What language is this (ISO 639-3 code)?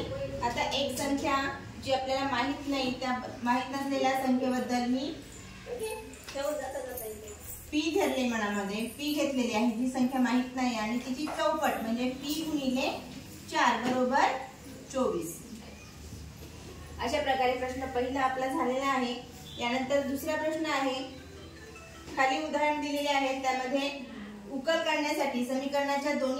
mar